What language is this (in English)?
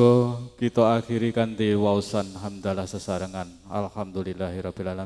Javanese